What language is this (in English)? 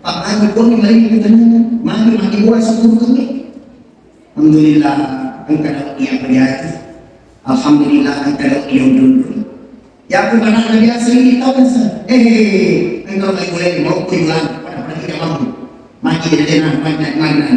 Buginese